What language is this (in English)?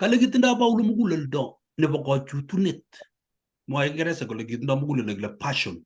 Kalenjin